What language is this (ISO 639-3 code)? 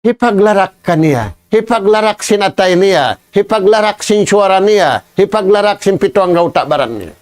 tsg